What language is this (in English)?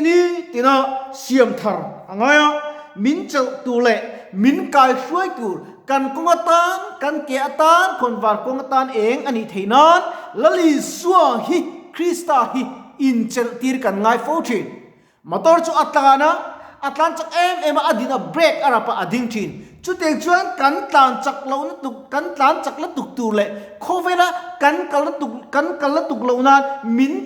Mizo